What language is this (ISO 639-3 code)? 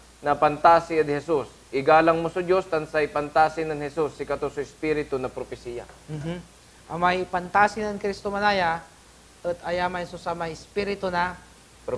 pag